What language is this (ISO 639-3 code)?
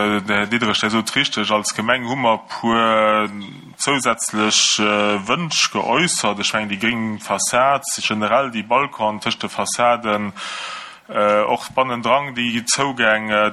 ltz